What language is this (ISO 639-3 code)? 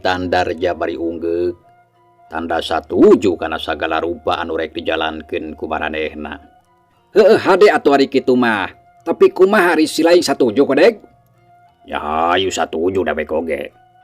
sun